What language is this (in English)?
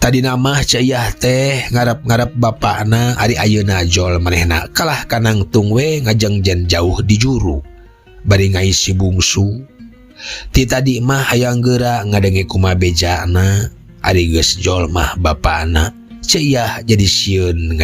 Sundanese